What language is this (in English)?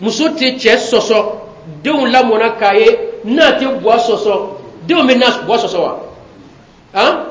Bambara